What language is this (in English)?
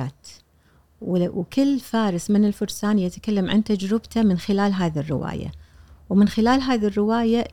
Gulf Arabic